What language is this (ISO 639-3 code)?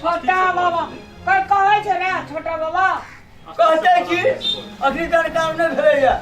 mai